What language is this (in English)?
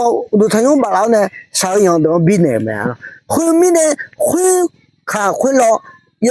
Akha